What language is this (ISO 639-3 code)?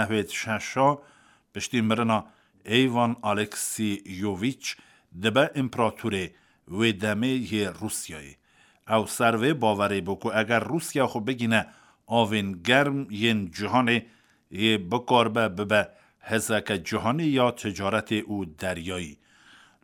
kur